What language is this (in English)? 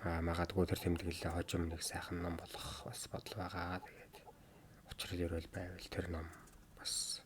Mongolian